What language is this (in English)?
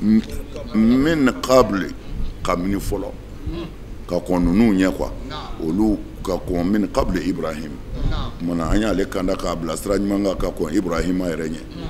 Bambara